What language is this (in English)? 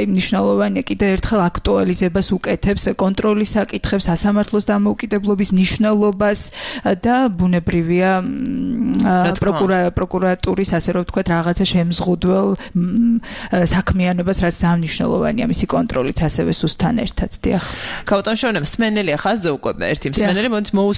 Georgian